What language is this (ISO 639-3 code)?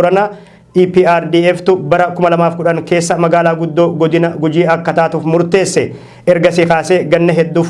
orm